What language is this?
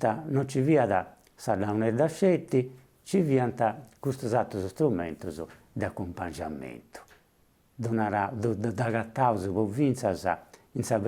Sardinian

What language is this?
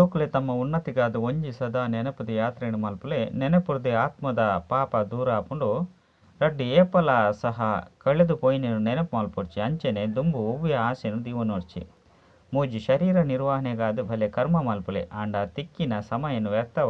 Tulu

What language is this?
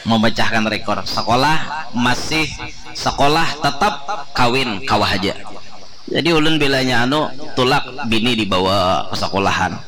Banjar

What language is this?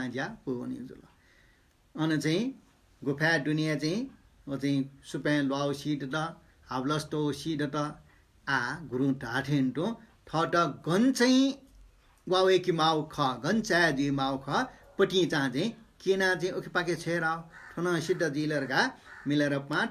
Newari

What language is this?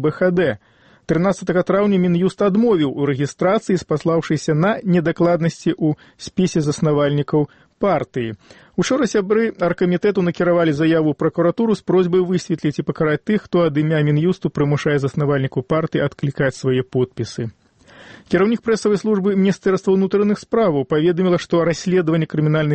Belarusian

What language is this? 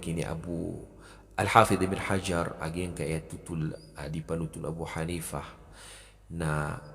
Maranao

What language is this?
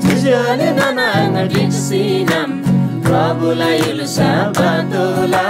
Eastern Tamang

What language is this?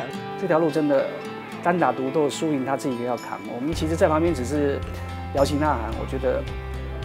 Chinese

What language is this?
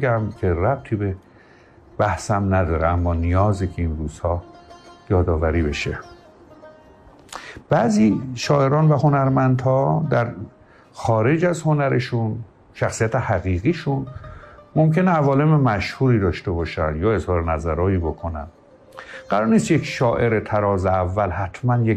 Persian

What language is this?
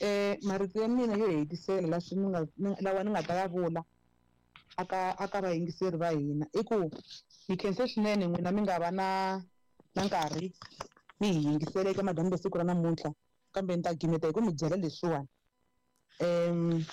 Tsonga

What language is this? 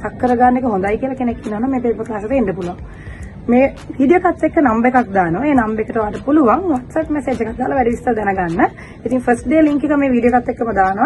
Sinhala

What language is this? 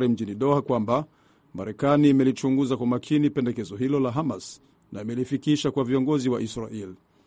Swahili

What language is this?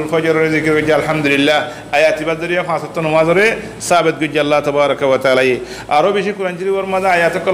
Rohingya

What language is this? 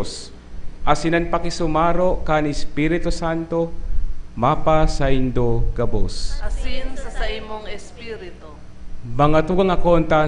Bikol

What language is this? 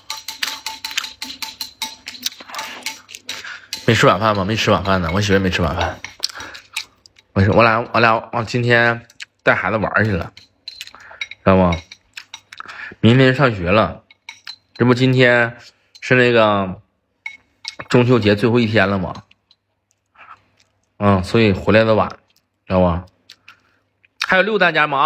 Chinese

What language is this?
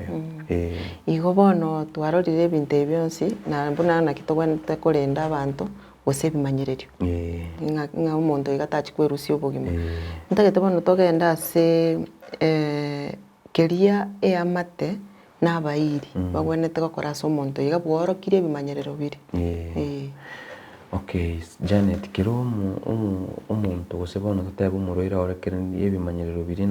Gusii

